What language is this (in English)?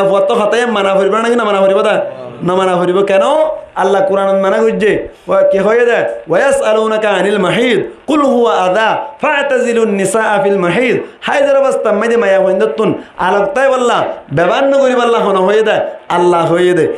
Rohingya